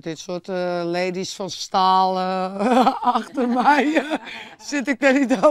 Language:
Western Frisian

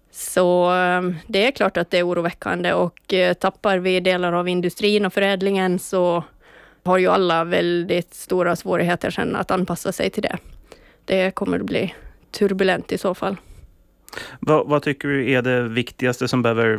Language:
Swedish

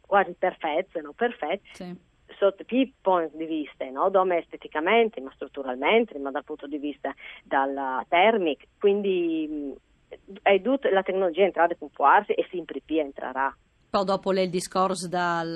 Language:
Friulian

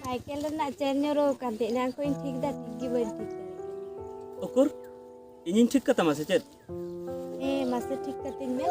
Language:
Santali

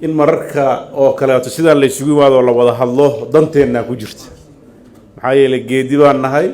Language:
Somali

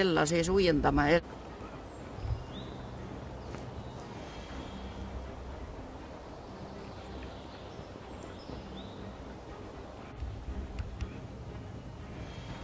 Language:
Estonian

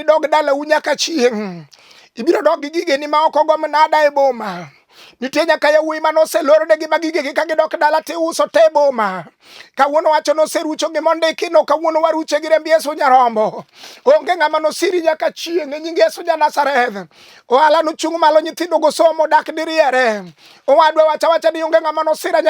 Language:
Luo (Kenya and Tanzania)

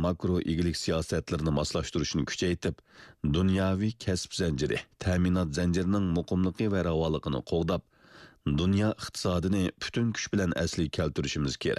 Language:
Uyghur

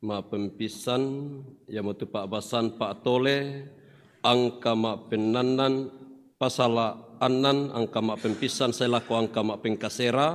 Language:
Toraja-Sa'dan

